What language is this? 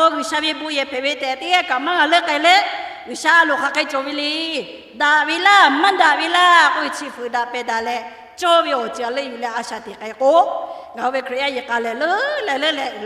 Lahu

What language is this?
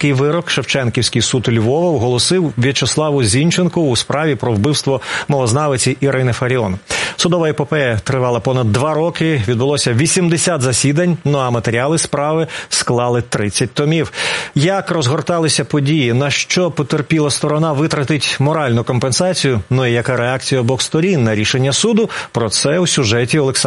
Ukrainian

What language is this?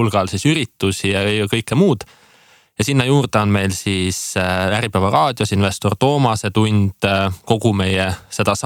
Estonian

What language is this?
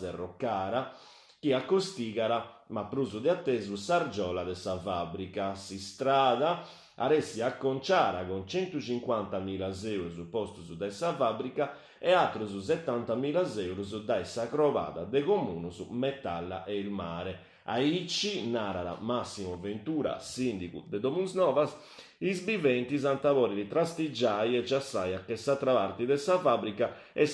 Sardinian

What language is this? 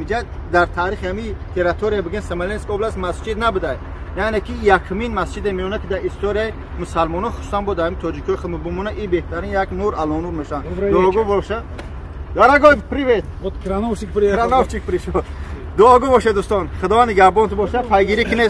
Tajik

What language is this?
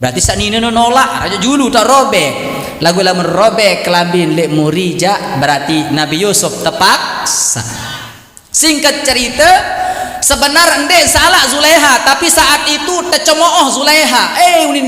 Sasak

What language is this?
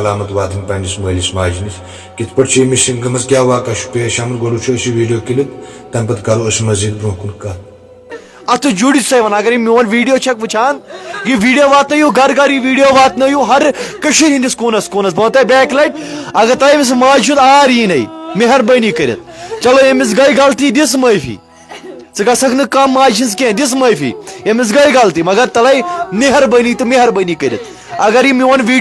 Kashmiri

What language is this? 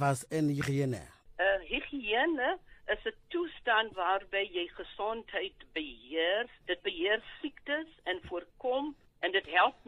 Afrikaans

